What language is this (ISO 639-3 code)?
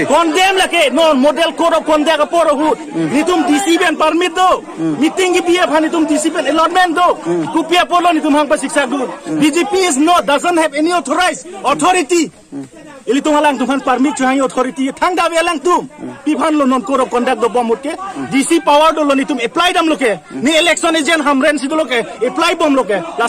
mjw